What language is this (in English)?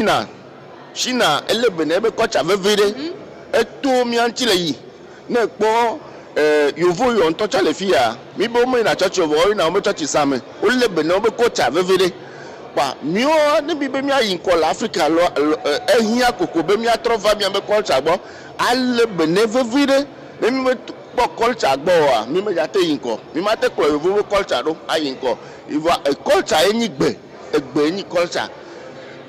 Ewe